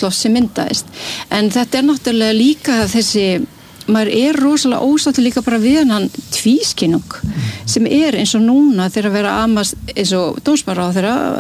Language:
Icelandic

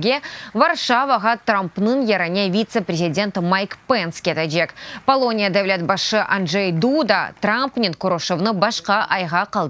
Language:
Crimean Tatar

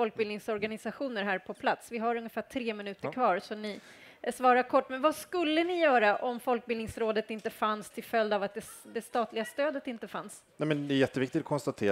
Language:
Swedish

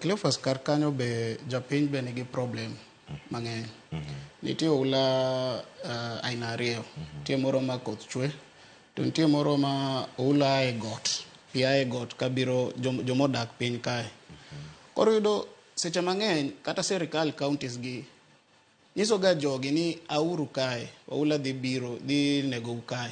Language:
Luo (Kenya and Tanzania)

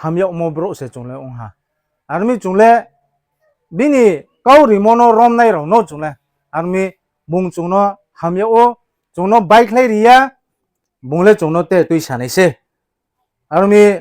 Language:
Riang (India)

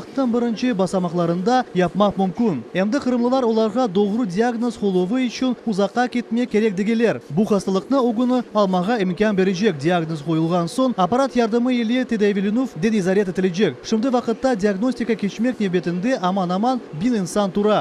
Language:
Crimean Tatar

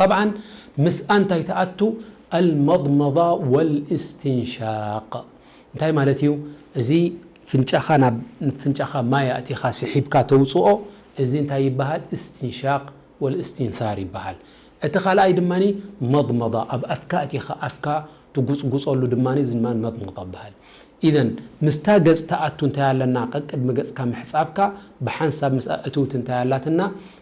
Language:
Tigrinya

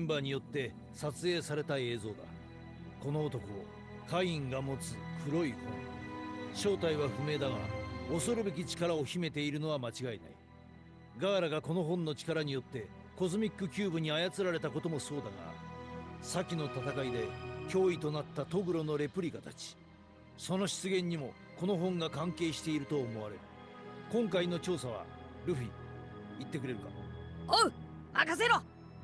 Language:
Japanese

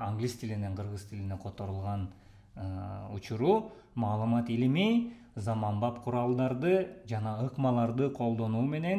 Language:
Kyrgyz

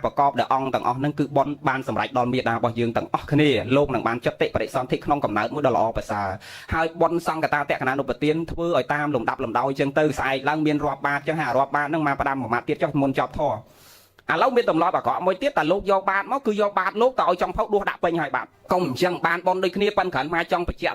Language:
Khmer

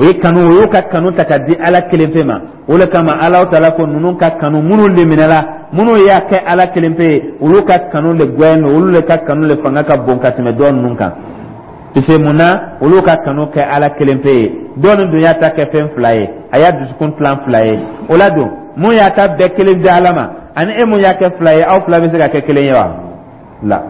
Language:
Dyula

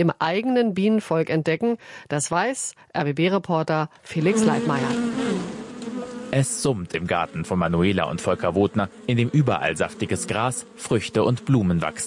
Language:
German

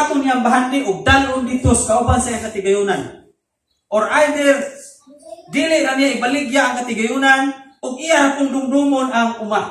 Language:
Cebuano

